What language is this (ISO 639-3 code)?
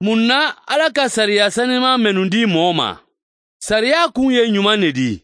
man